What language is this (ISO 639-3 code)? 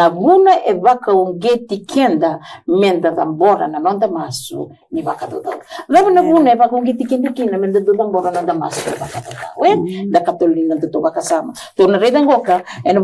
fij